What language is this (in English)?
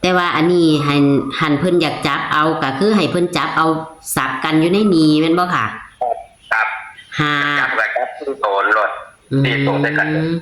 Northeastern Thai